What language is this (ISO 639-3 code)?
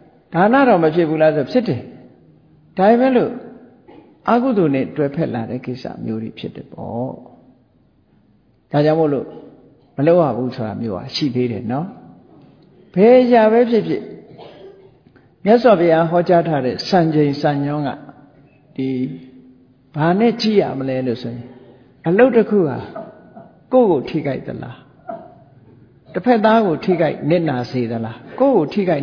mya